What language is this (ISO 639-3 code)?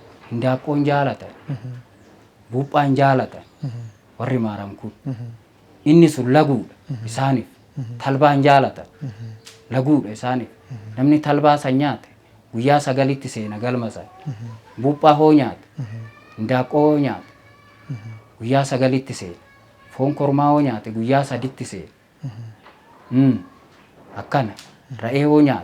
orm